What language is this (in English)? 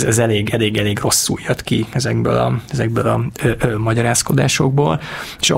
Hungarian